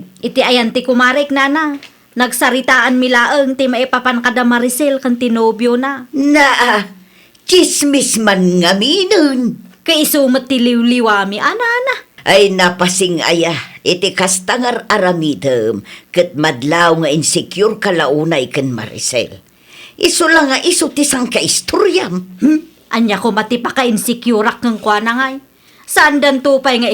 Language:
Iloko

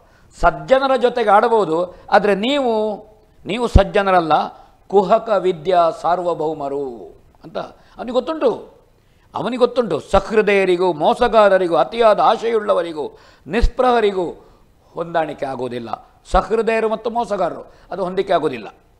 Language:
Kannada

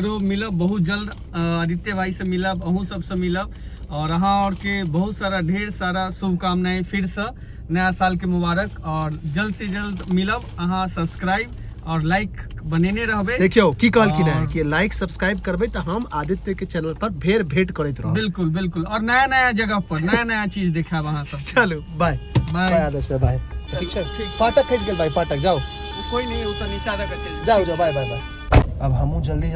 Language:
Maithili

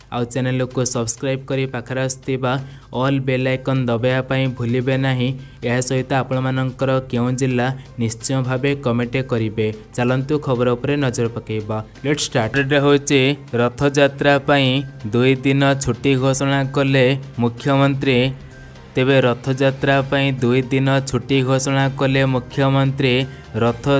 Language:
Odia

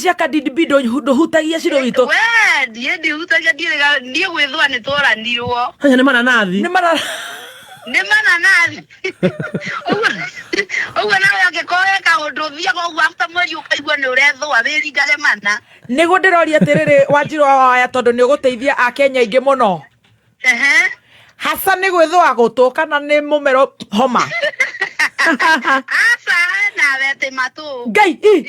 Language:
Kikuyu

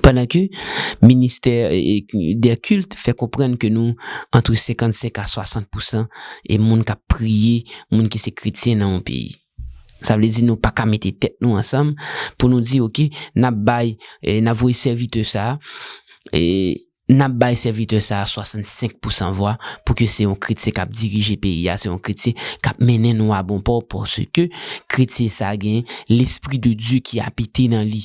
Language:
Haitian Creole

